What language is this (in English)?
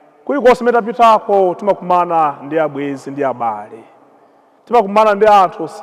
Nyanja